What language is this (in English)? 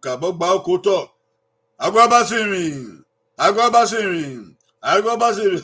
Bini